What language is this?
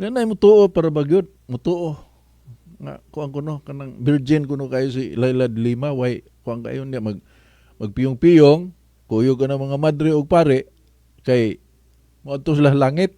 Cebuano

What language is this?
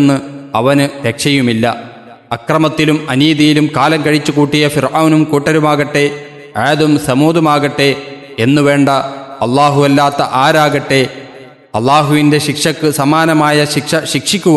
Malayalam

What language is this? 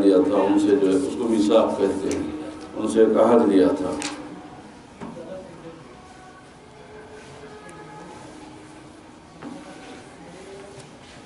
Urdu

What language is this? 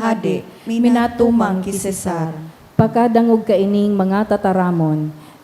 Bikol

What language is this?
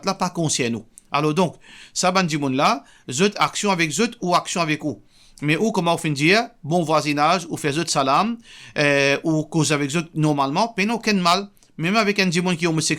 Morisyen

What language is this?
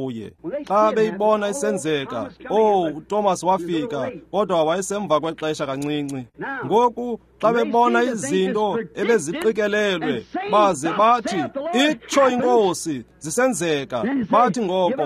Xhosa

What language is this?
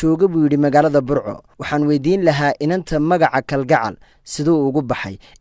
Somali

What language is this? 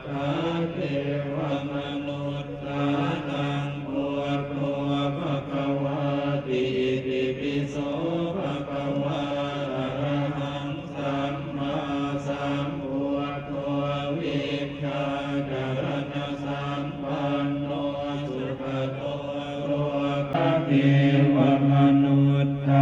Pali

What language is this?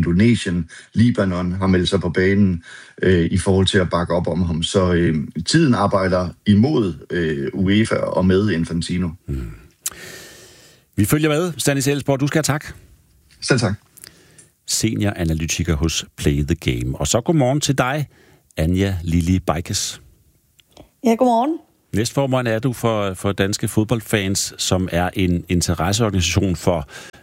Danish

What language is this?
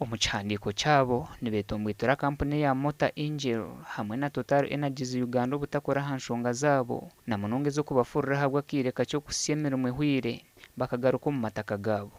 Nyankole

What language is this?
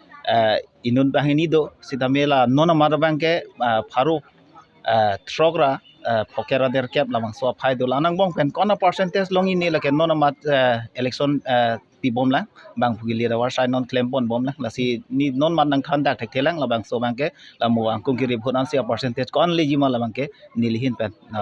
Karbi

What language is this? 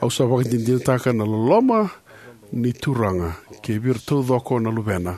Fijian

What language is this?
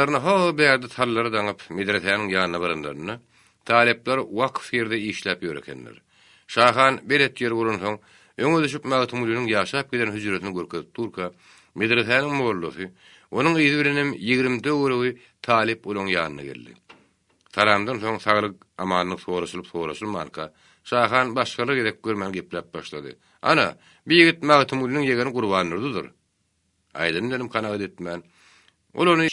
Turkmen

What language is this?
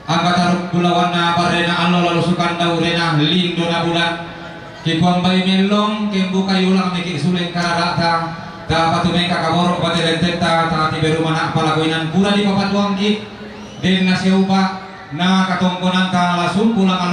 Toraja-Sa'dan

